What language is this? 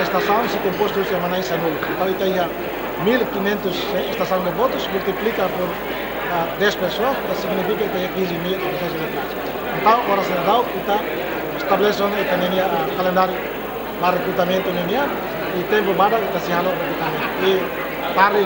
Tetum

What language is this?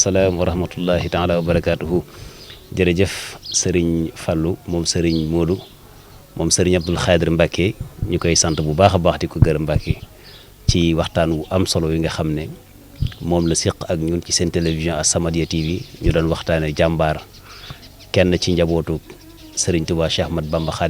Wolof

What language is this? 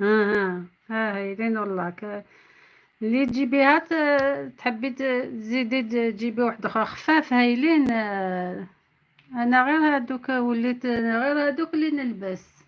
Algerian Arabic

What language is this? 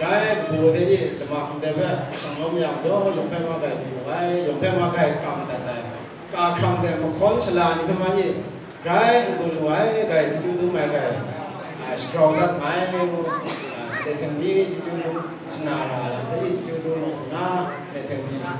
Kachin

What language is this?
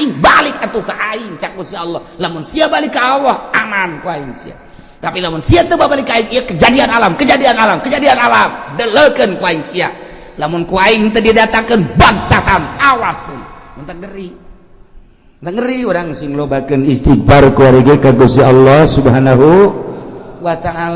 Sundanese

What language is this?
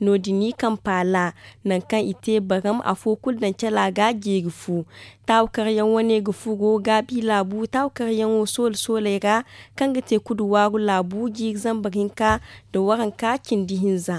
Zarma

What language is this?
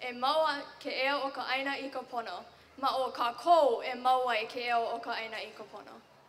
Hawaiian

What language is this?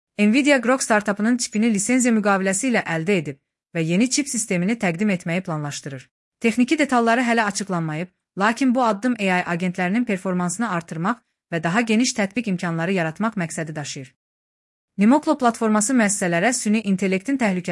Azerbaijani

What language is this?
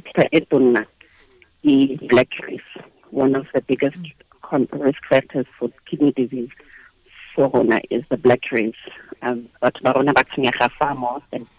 Tswana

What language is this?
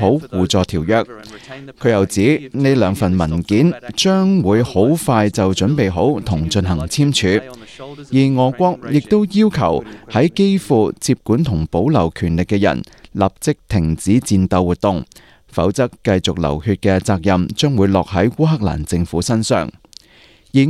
Cantonese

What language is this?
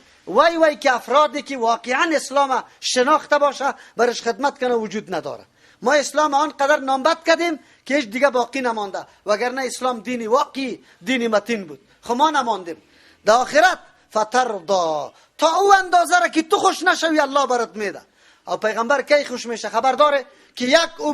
Persian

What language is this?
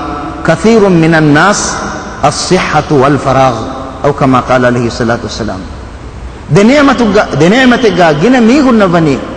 Divehi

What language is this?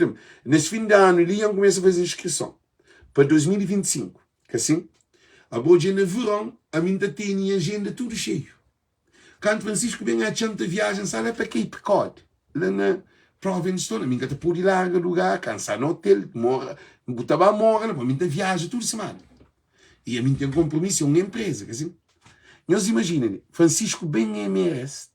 Kabuverdianu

